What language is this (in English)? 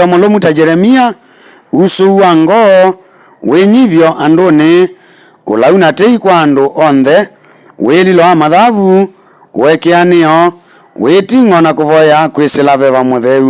Kamba